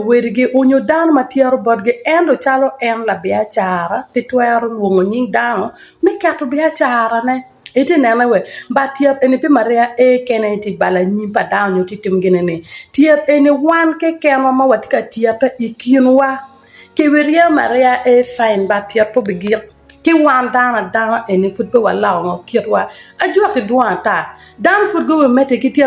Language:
Acoli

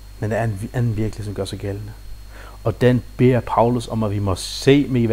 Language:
Danish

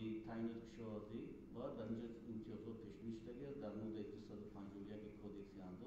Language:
Tajik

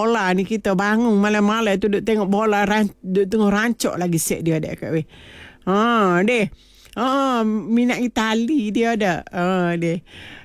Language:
Malay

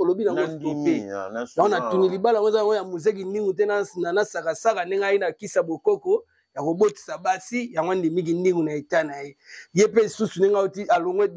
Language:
Lingala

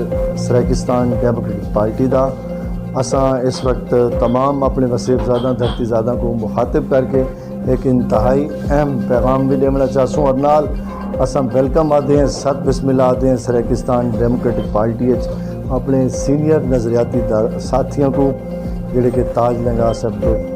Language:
Saraiki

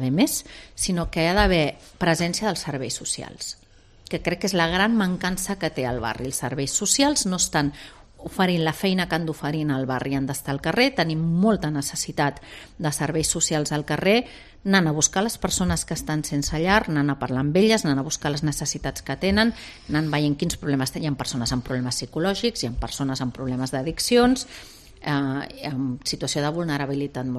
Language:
Catalan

